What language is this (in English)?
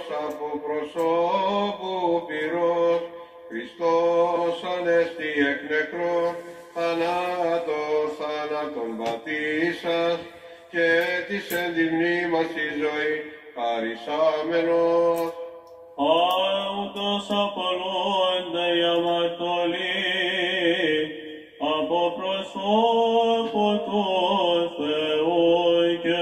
Greek